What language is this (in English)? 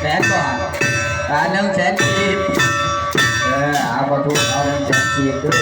Lao